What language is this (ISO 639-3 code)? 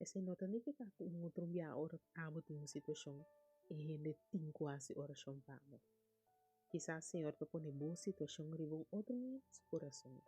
pap